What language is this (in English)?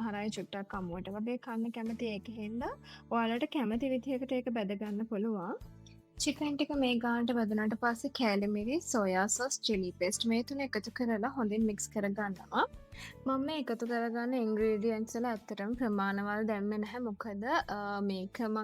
Sinhala